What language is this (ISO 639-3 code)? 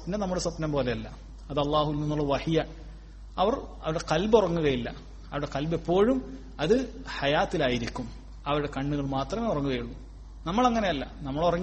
mal